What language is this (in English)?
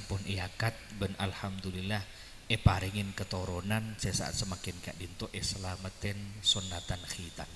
Madurese